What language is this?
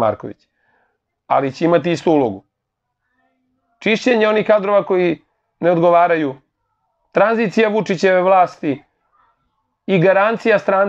Serbian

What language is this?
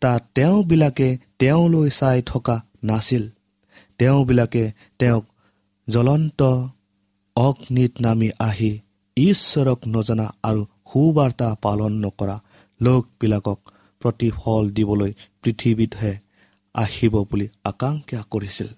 Assamese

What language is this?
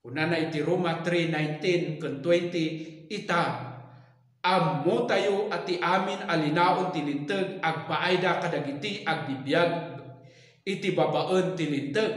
Iloko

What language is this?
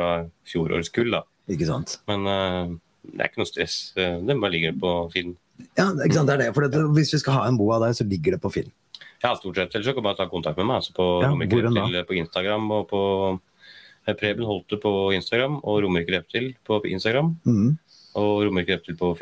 Norwegian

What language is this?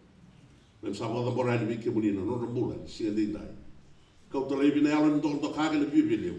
Fijian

